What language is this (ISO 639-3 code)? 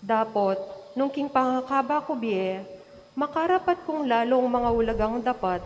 pam